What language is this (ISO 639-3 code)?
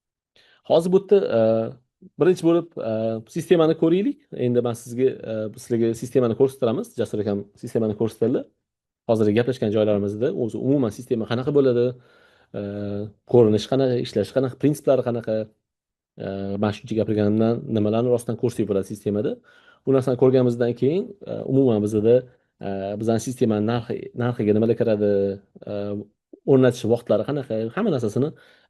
uzb